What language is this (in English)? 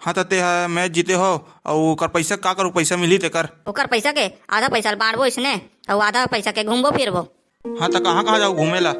Chhattisgarhi